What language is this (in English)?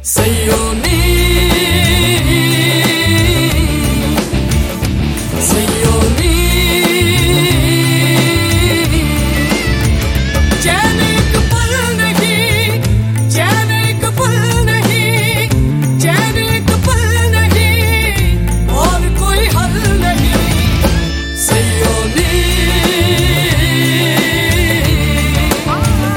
Hindi